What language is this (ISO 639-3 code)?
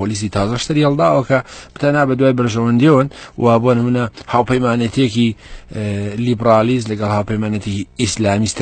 ckb